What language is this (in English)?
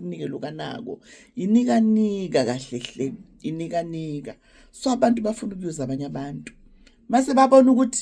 Zulu